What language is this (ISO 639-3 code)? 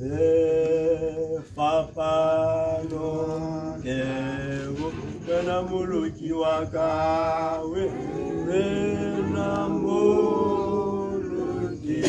tsn